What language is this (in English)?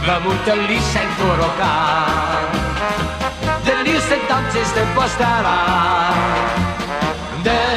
Dutch